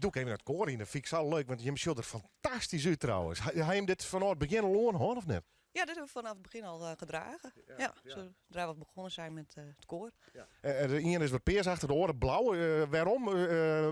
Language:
Western Frisian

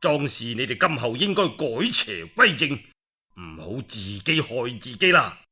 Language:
Cantonese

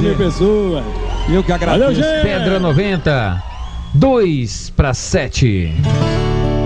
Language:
Portuguese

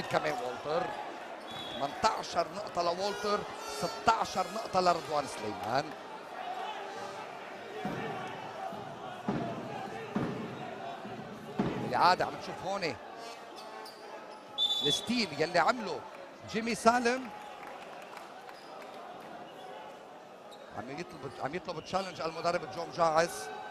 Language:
North Levantine Arabic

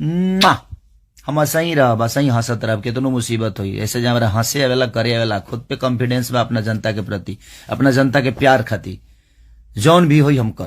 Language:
Bhojpuri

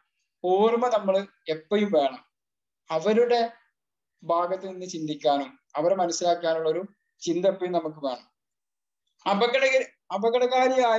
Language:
Malayalam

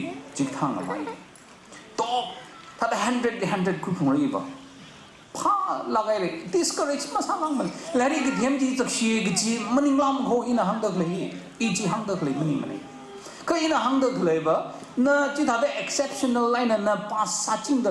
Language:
Tangkhul Naga (India)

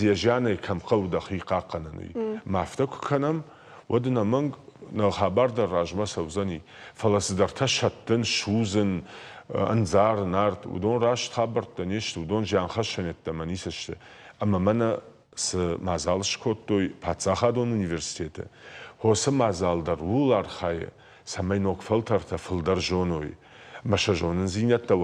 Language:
Ossetic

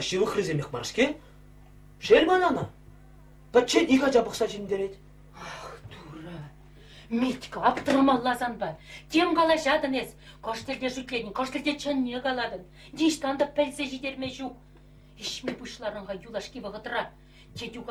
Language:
Chuvash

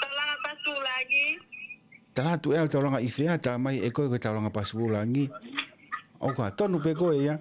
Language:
Tongan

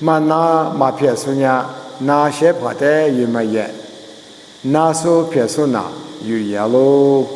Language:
Lisu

